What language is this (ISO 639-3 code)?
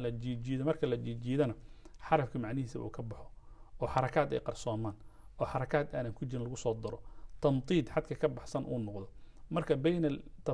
som